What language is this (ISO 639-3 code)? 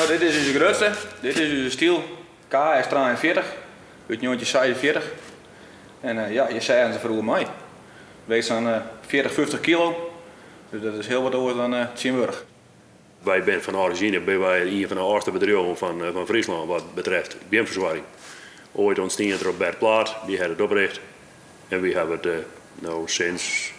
fry